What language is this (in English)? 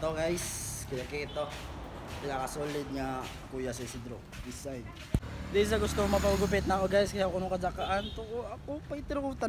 Cebuano